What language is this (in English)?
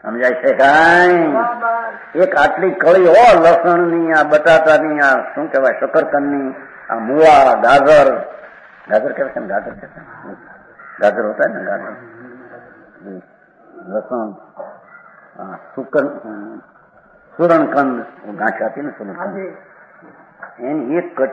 Gujarati